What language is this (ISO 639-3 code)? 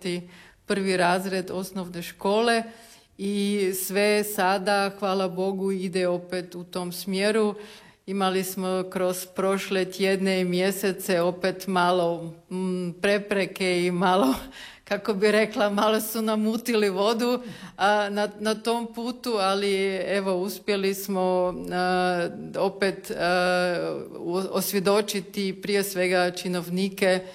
hrv